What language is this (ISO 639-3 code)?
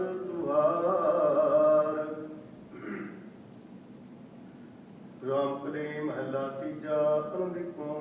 pan